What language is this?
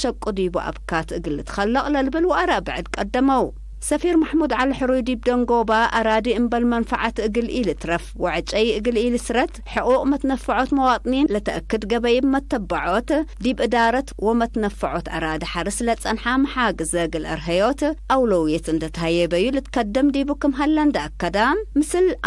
Tigre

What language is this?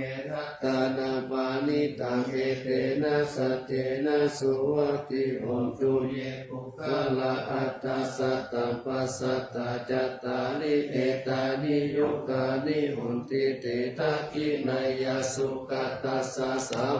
Pali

